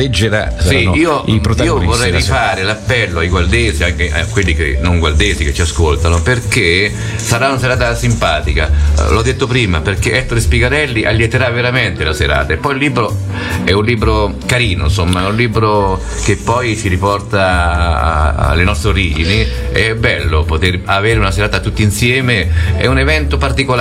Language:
Italian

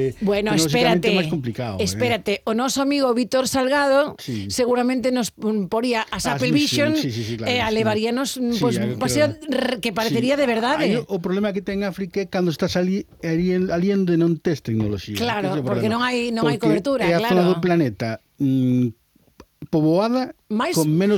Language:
Galician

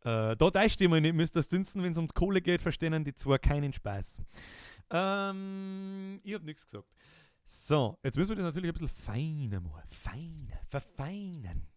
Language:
Bavarian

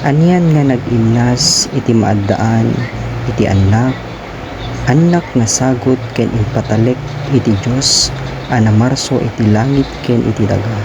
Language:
Iloko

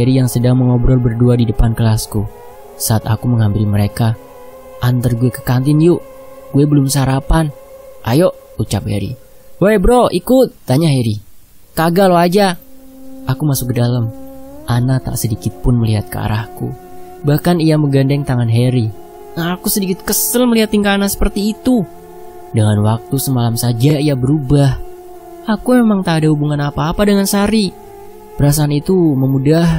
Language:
Indonesian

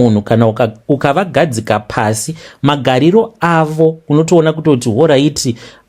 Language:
Shona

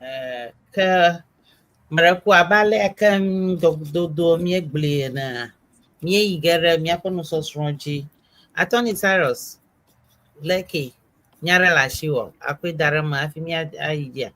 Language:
Ewe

